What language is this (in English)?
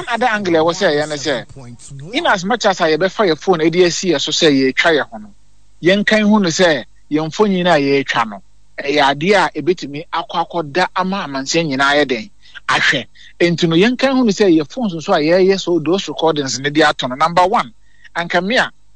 Akan